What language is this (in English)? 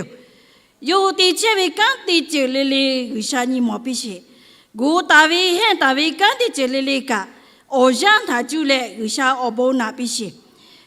Lahu